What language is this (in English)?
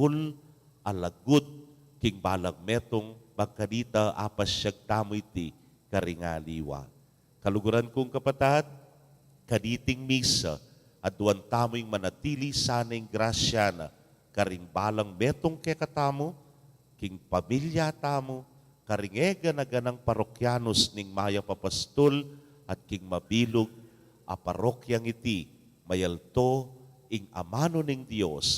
Pampanga